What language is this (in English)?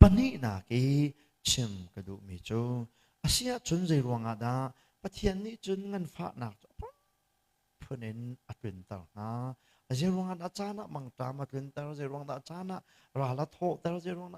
Hakha Chin